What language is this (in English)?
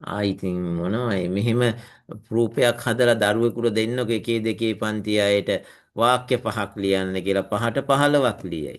Sinhala